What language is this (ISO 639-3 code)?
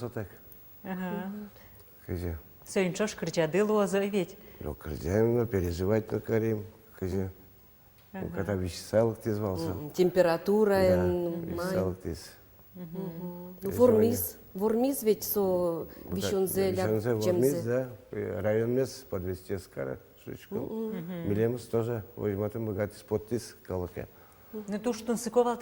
udm